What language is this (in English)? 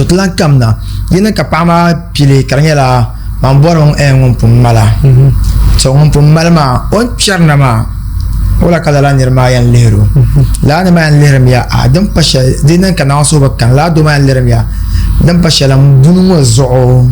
Dagbani